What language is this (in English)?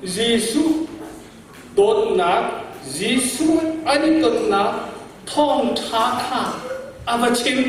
Hakha Chin